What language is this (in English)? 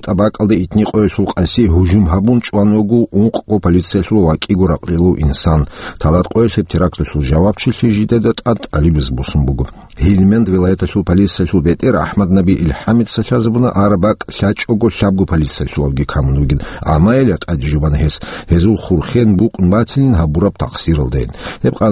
Avaric